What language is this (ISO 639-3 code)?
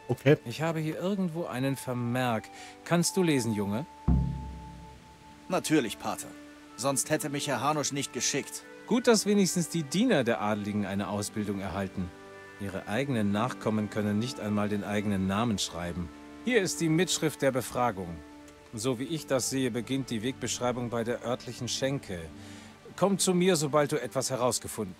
deu